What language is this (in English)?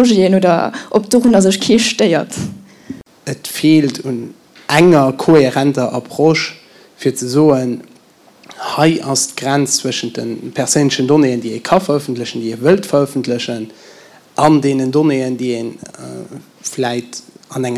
Luxembourgish